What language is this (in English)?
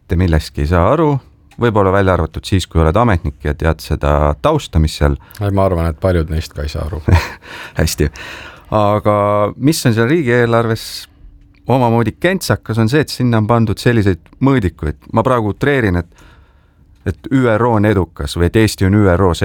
Estonian